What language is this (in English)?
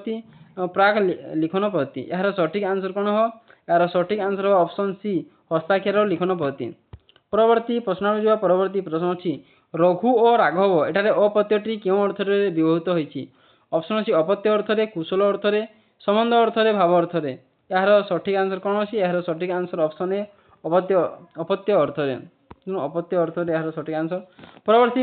Odia